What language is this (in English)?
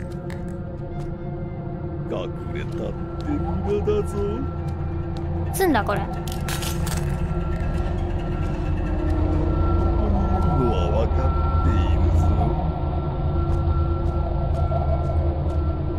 Japanese